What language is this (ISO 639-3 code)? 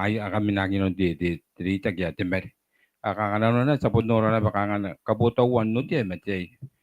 gil